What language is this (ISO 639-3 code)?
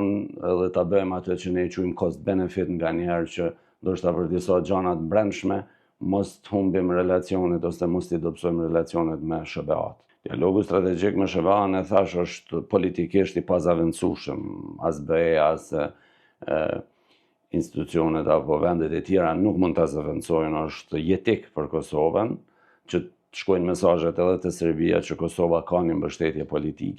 sqi